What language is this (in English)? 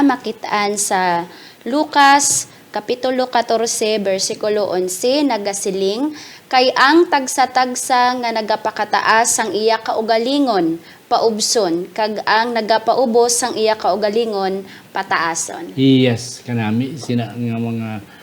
Hiligaynon